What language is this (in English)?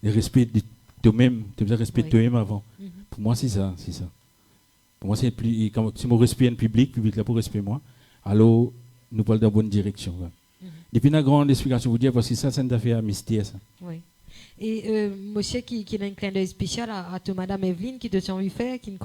Morisyen